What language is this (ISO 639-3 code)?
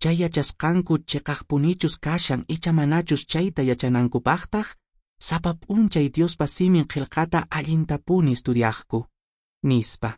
que